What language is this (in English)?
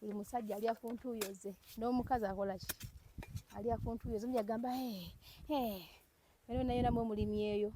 Ganda